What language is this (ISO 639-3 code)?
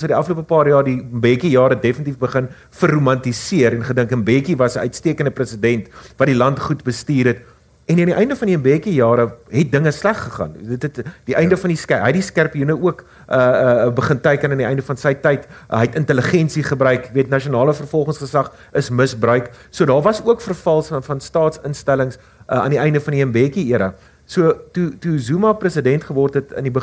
afr